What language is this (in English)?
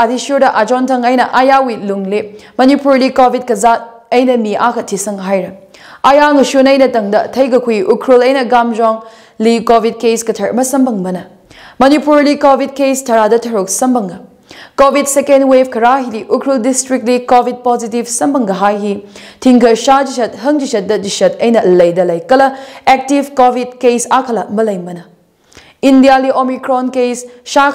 Tangkhul Naga (India)